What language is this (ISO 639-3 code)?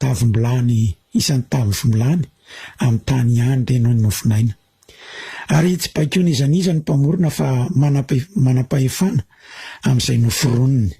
mlg